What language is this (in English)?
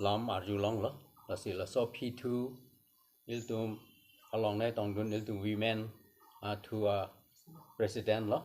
Karbi